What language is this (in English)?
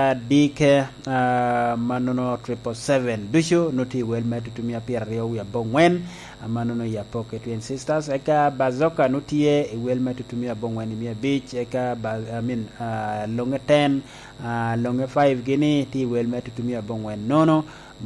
Lango (Uganda)